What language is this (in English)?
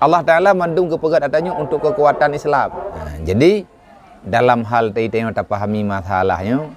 Achinese